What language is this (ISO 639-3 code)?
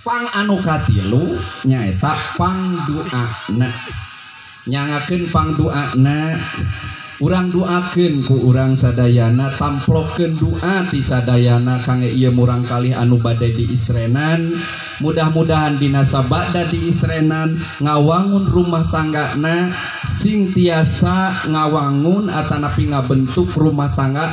sun